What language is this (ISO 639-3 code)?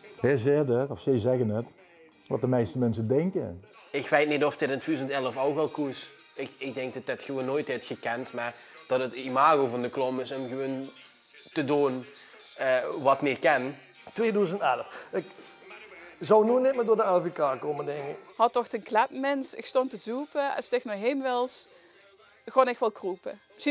lim